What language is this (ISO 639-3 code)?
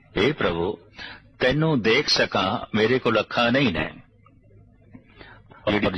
pan